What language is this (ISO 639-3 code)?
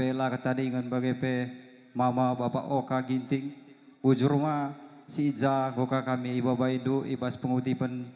btx